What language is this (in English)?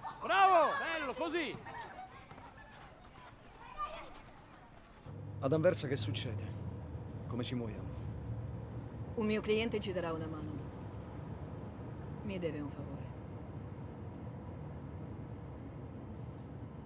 Italian